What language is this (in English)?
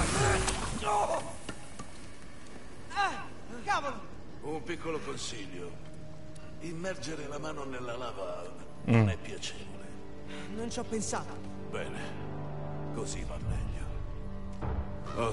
Italian